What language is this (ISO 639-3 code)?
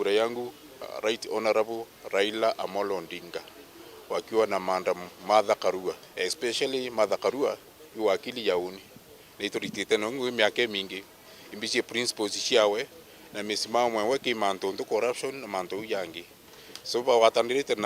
mer